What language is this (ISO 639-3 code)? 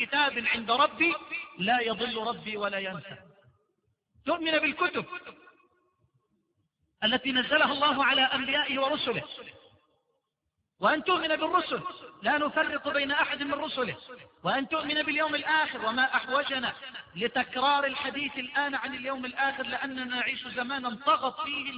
ara